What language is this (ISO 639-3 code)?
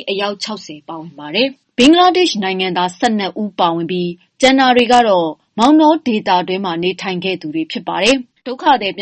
mya